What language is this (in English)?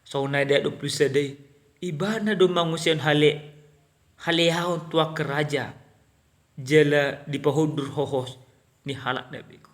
Batak Toba